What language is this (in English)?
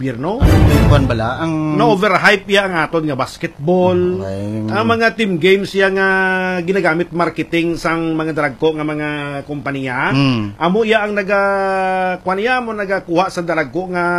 Hiligaynon